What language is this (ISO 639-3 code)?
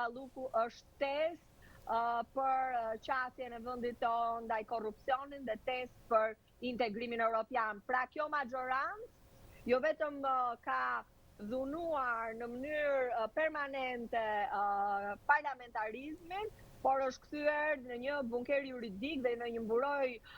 sqi